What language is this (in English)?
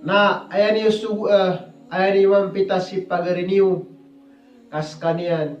Maranao